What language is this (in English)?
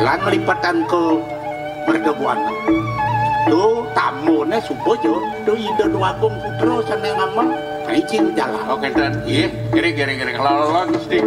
Balinese